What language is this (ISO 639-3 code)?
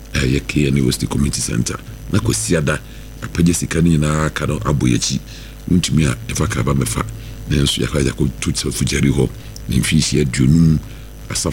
aka